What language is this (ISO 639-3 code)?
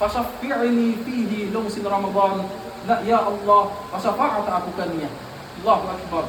tsg